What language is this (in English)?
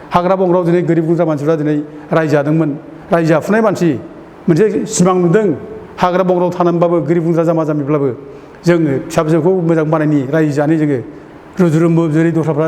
Bodo